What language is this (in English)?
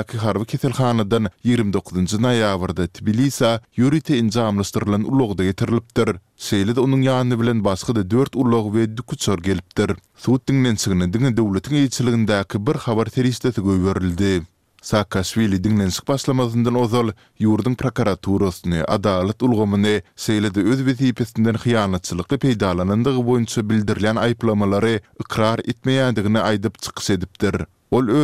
Turkmen